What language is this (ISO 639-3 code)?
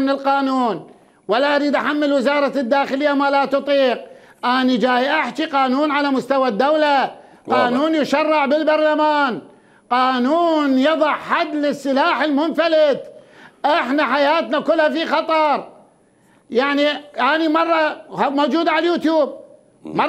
acm